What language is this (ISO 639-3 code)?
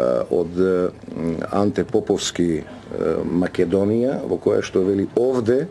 mkd